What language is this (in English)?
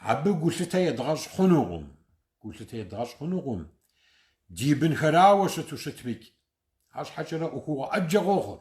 Kabardian